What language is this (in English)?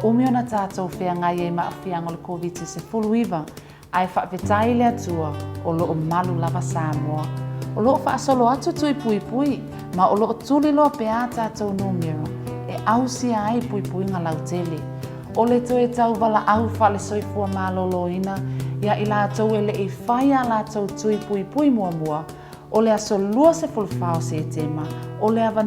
Samoan